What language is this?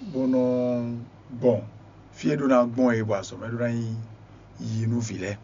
Fon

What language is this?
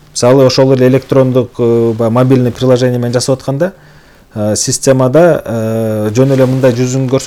Kyrgyz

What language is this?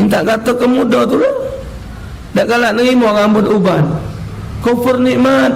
Musi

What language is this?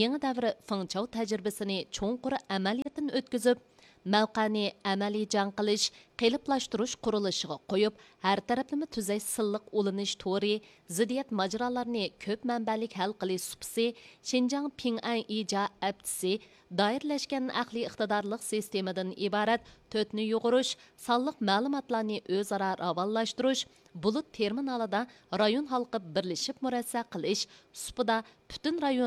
Uyghur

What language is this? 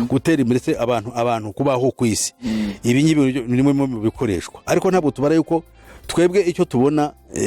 Kinyarwanda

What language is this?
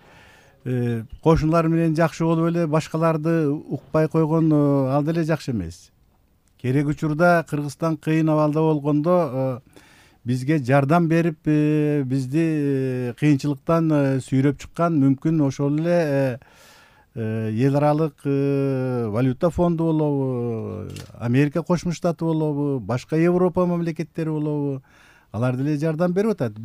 Kyrgyz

